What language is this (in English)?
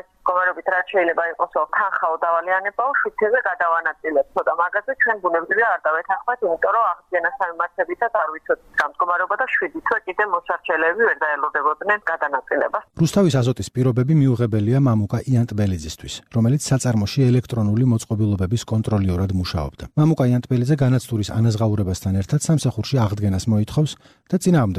Georgian